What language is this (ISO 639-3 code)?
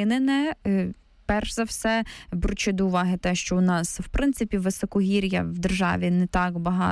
ukr